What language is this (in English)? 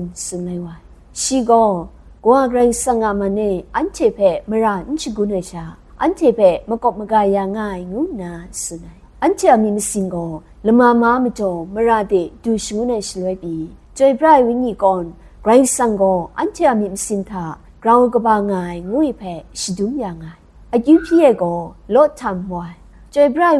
Kachin